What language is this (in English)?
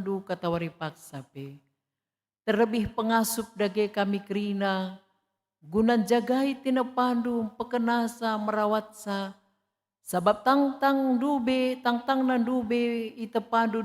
Batak Karo